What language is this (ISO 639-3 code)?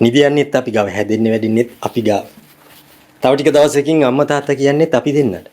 sin